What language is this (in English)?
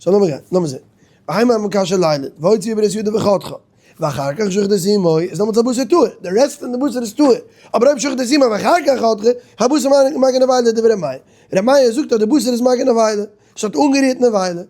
Yiddish